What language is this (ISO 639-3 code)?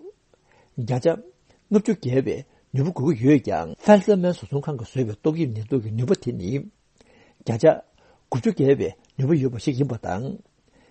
bod